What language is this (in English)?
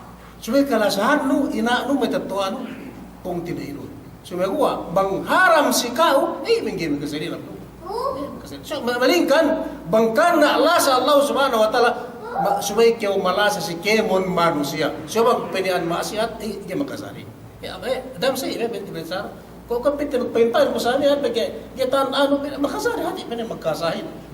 Yakan